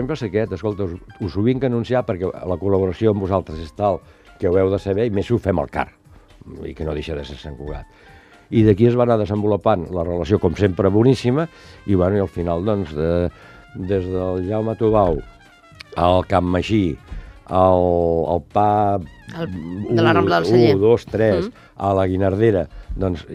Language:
Catalan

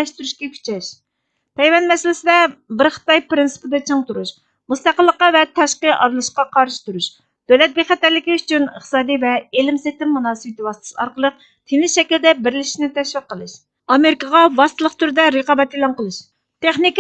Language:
Uyghur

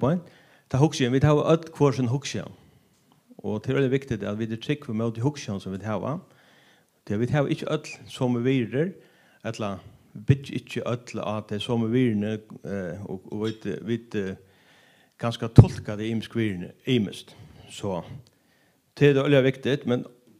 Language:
Faroese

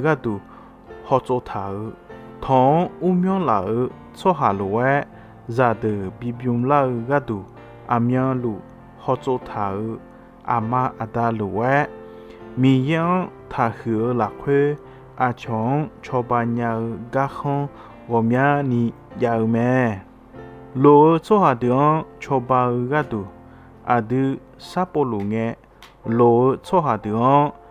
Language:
Akha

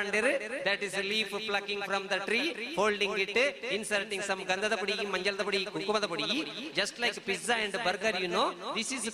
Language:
Tulu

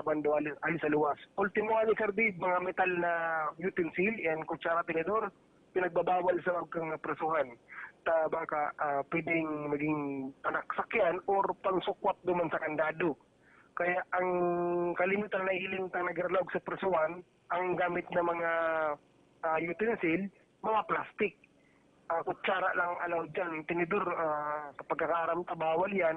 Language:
Bikol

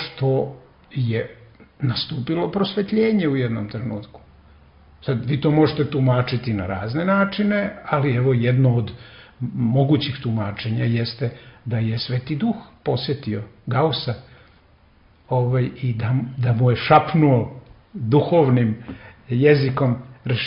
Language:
Serbian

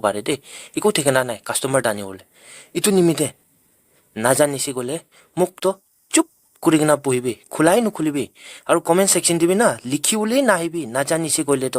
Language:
Naga Pidgin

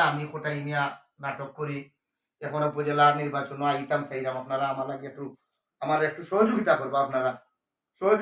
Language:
Sylheti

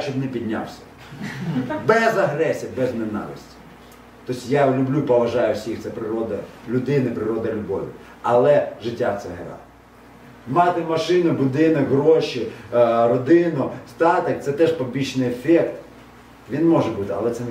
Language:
Ukrainian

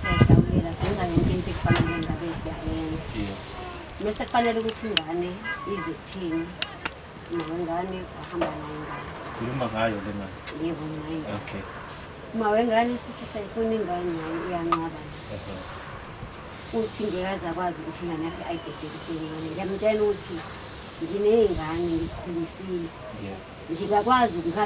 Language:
Zulu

